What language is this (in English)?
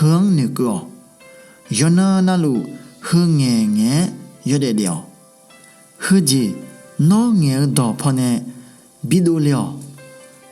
Akha